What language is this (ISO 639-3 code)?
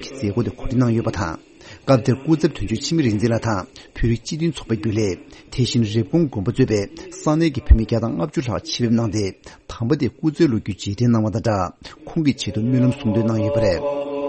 bod